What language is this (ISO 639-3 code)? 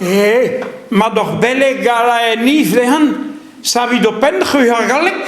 bre